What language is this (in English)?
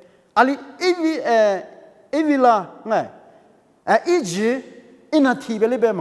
Lisu